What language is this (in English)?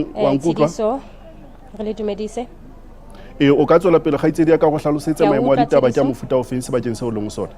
Southern Sotho